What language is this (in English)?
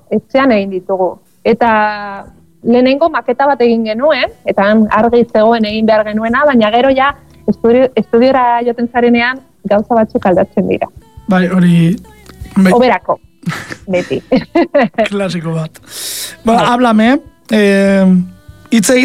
Basque